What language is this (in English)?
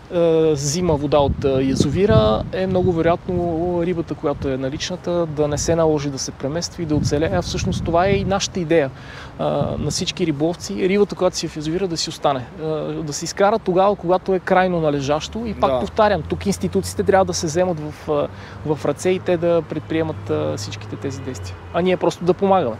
Bulgarian